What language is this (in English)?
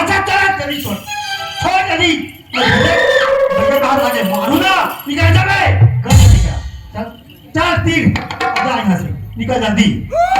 Chhattisgarhi